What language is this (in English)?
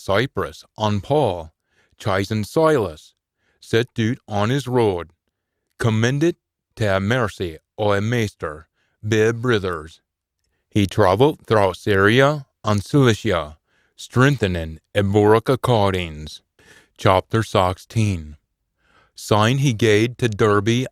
Scots